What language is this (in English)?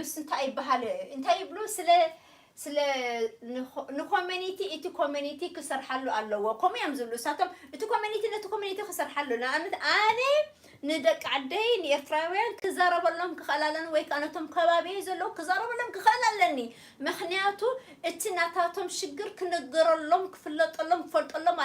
Tigrinya